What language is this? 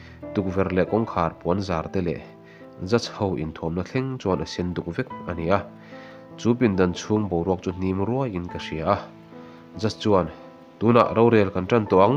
Mizo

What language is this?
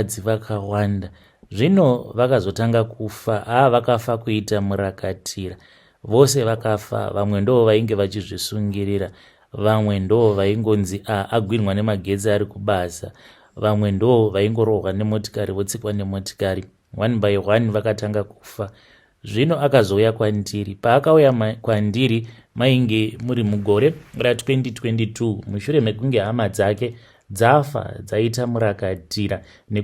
Shona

